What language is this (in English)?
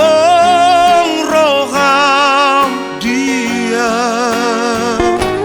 Batak Toba